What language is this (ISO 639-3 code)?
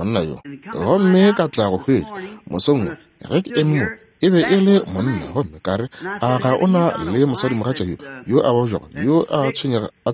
nso